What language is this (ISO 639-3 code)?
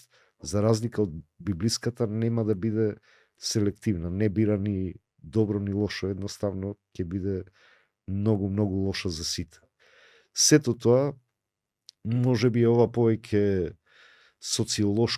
mkd